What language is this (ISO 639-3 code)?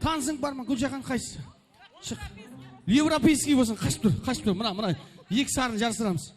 kaa